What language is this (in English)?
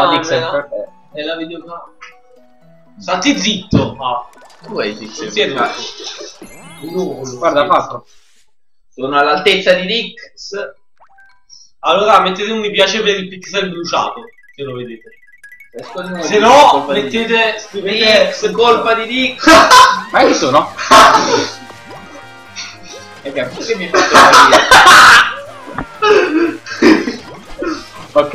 Italian